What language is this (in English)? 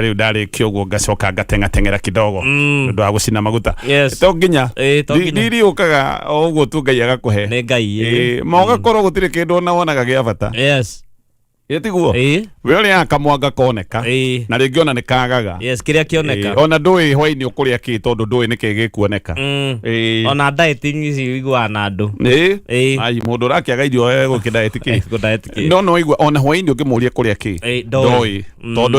Kikuyu